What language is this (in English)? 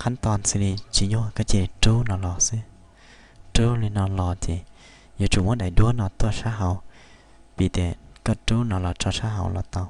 Hmong